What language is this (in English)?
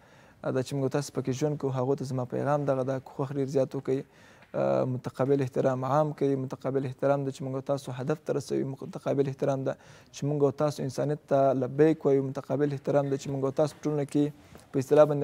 Pashto